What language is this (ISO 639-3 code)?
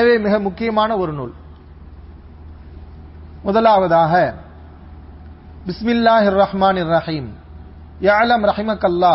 tam